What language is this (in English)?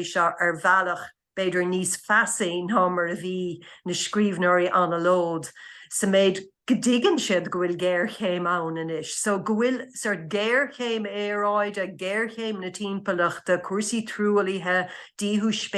Irish